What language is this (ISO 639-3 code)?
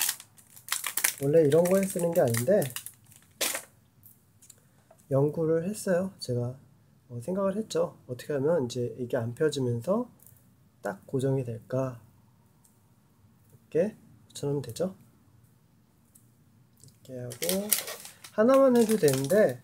kor